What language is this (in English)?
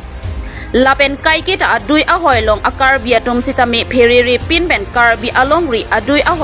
Karbi